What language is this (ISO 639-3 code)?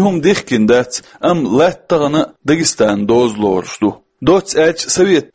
che